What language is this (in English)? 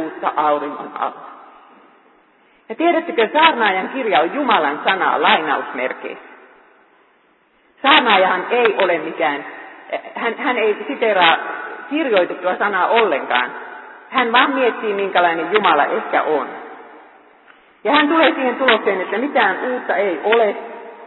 Finnish